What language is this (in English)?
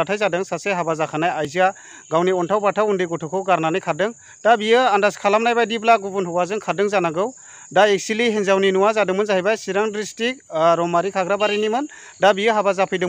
Bodo